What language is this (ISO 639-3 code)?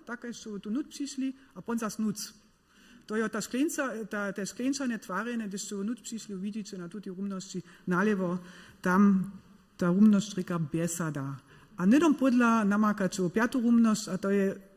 hsb